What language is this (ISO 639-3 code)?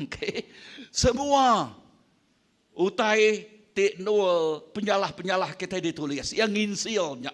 iba